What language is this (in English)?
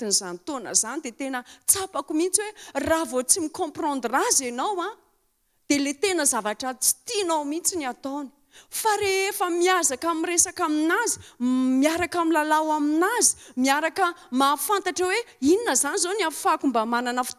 Malagasy